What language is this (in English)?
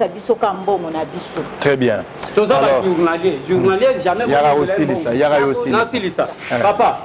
Lingala